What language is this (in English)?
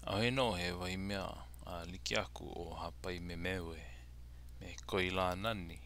Hawaiian